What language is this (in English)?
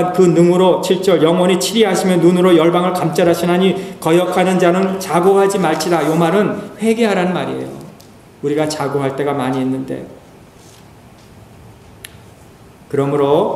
Korean